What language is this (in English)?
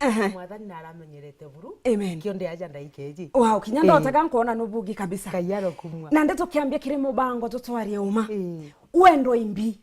Meru